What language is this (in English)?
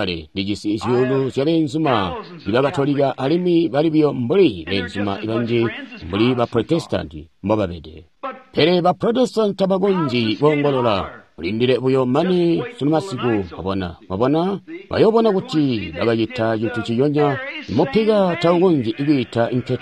Tonga (Zambia)